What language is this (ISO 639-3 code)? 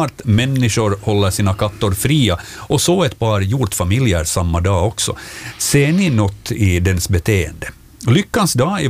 swe